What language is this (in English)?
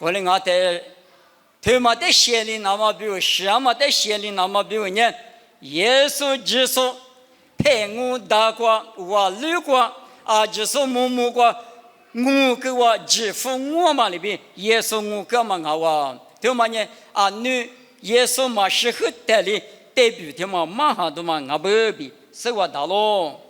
Lisu